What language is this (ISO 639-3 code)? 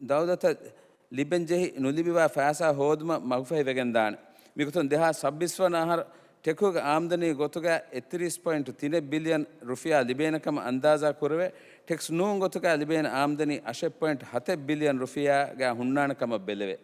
div